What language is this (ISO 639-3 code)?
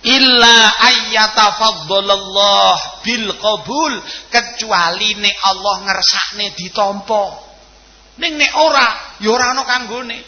jav